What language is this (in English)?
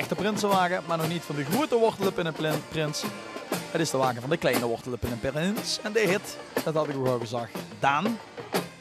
Limburgish